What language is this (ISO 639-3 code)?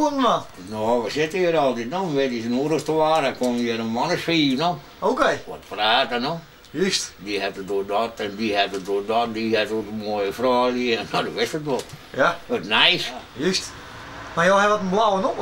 fry